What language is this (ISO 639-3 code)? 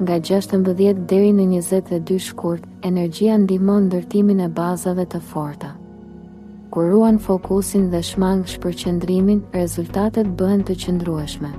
sqi